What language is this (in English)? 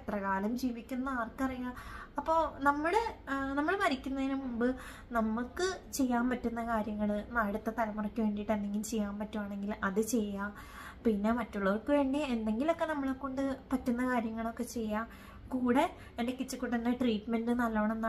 Malayalam